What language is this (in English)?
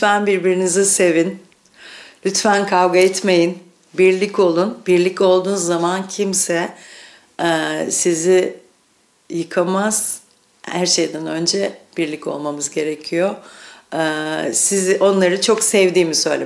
Gagauz